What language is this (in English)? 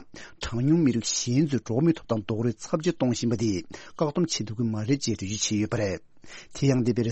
Tibetan